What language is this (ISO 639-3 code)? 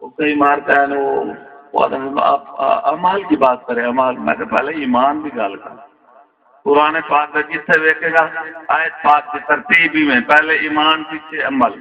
skr